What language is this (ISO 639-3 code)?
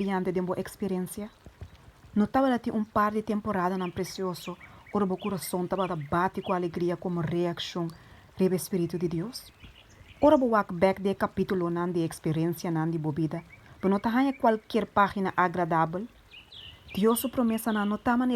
pap